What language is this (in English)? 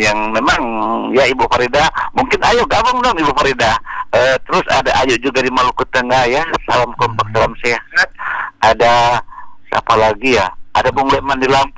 Indonesian